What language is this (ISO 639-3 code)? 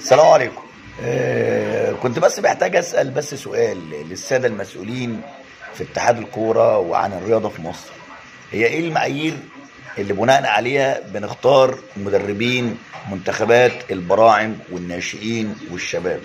arz